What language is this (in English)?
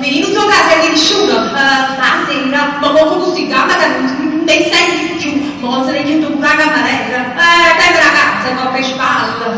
Neapolitan